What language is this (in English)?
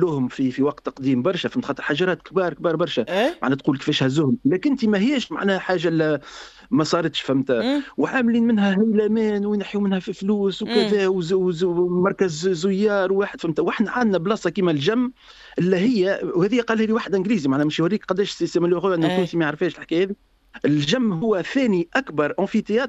Tunisian Arabic